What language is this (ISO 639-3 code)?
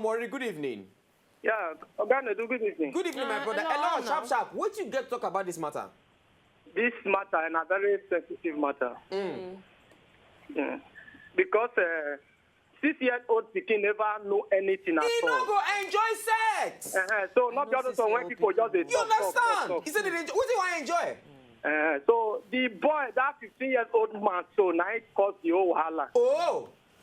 pcm